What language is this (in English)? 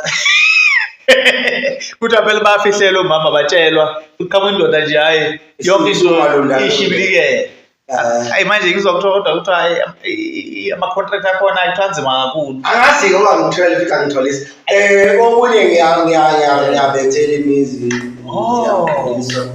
Zulu